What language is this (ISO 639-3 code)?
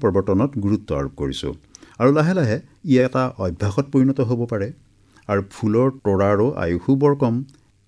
asm